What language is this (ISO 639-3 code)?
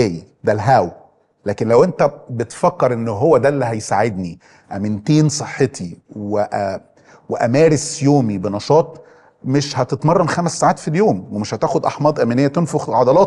arz